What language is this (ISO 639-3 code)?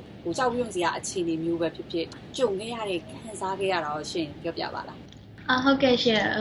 mya